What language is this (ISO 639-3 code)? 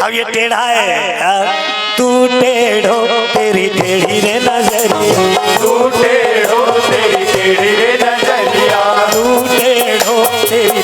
hne